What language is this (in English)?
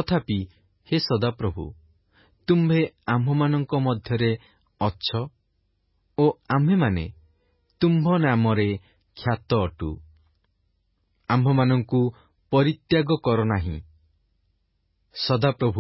Odia